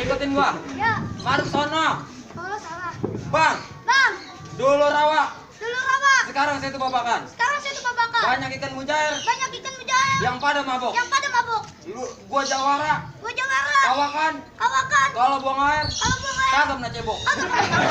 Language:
Betawi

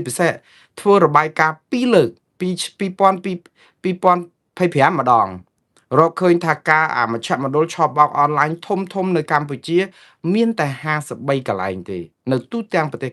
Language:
Khmer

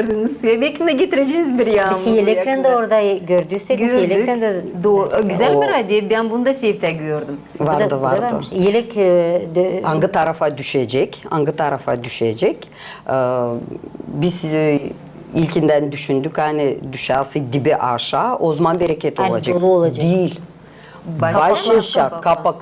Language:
Gagauz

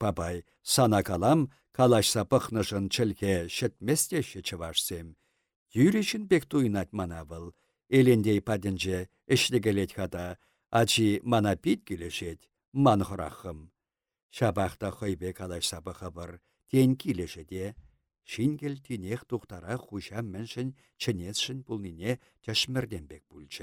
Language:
Chuvash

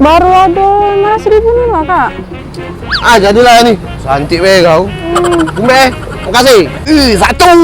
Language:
Musi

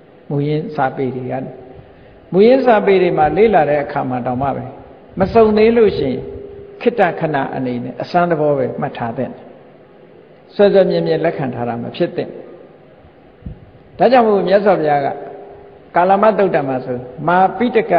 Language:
Burmese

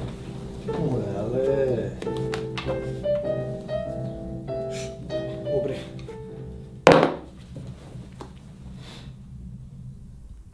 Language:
Croatian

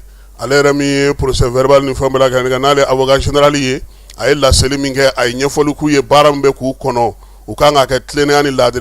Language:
Bambara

